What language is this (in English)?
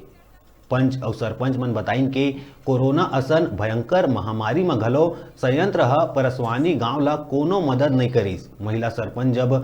Chhattisgarhi